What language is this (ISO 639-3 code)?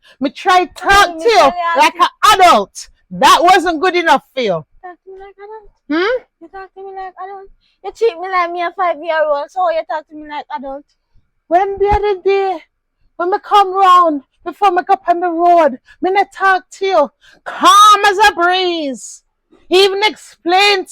jam